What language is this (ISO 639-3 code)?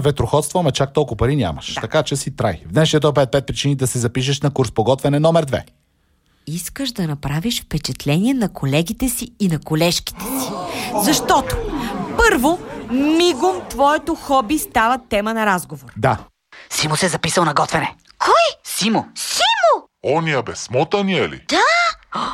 bul